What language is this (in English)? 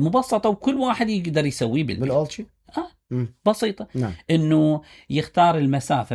Mesopotamian Arabic